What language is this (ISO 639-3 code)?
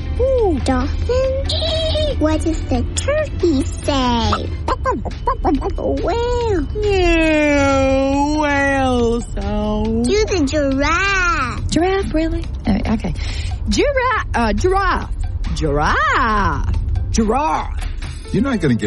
eng